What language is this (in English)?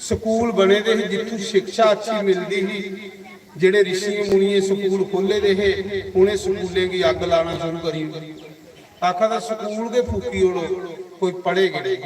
Dogri